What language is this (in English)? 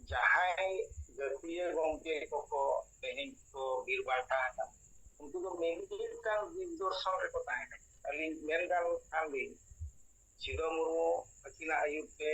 Santali